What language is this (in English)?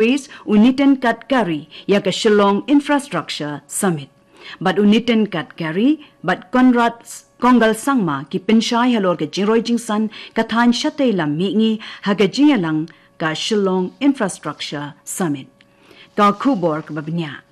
Khasi